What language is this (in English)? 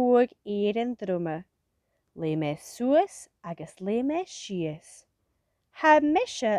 Scottish Gaelic